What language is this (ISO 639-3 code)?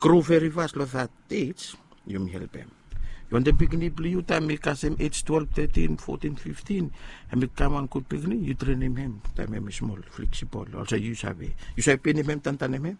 bis